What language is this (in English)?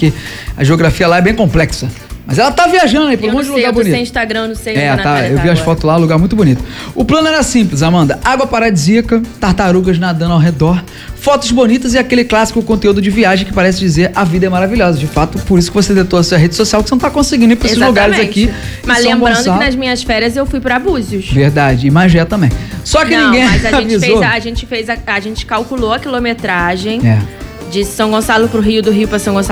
Portuguese